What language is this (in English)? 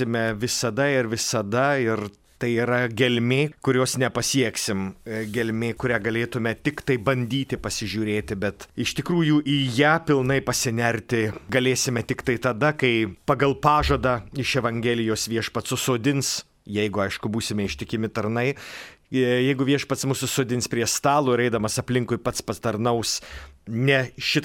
Lithuanian